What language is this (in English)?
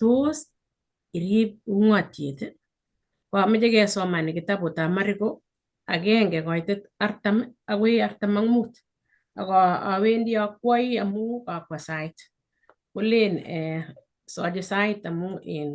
Kalenjin